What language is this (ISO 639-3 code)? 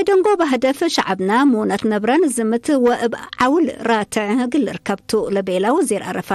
tig